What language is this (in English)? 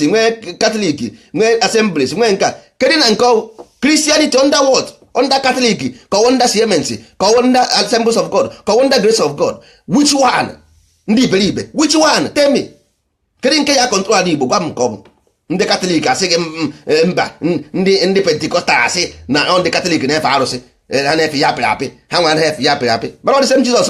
Igbo